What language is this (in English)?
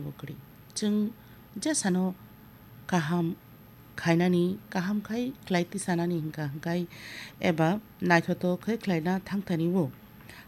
Kok Borok